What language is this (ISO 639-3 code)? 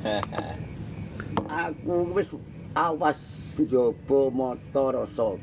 jav